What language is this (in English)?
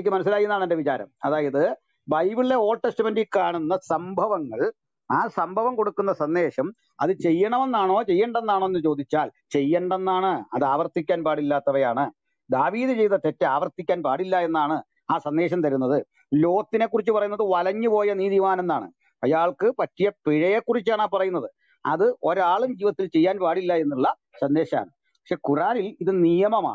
Malayalam